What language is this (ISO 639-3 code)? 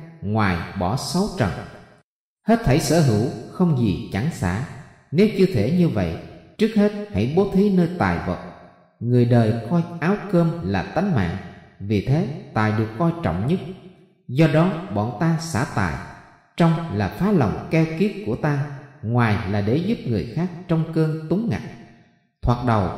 vie